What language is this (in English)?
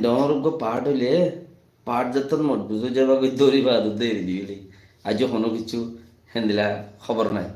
Rohingya